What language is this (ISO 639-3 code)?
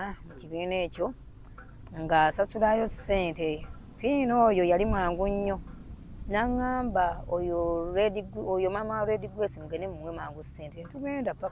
lug